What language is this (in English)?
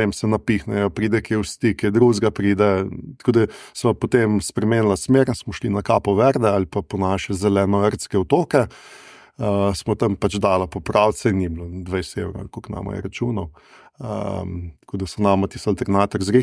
Slovenian